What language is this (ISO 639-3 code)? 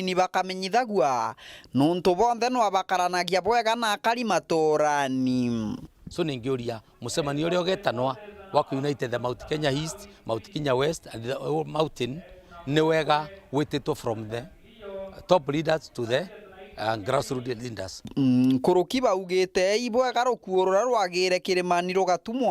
mer